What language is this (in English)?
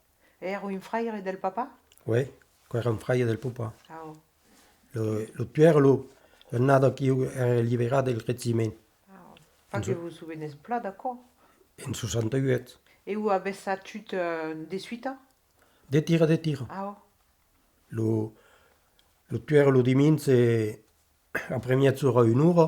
Occitan